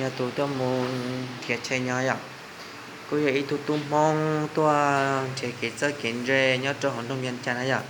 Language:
Hmong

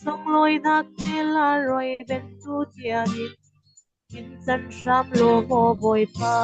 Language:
Falam Chin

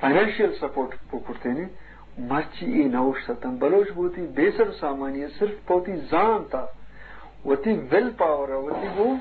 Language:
Eastern Balochi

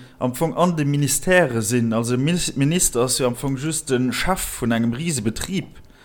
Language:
Luxembourgish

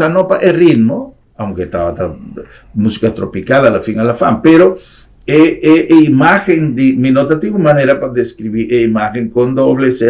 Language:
Papiamento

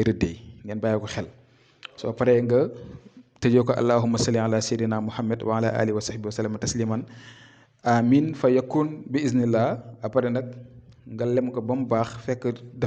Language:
Wolof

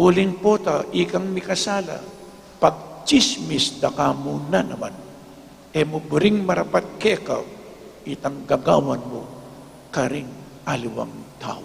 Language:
Pampanga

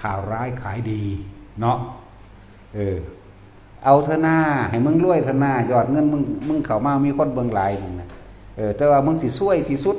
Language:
Northeastern Thai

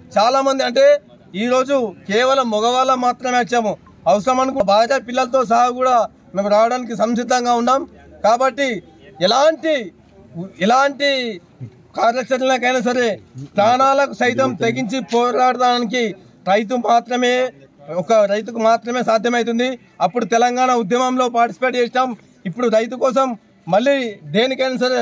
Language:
Telugu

